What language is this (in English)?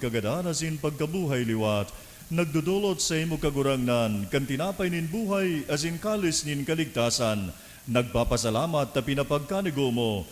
Bikol